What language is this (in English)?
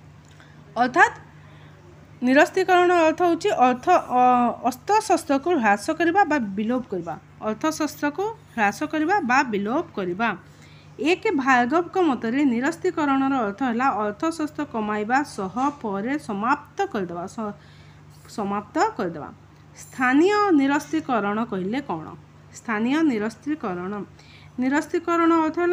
Odia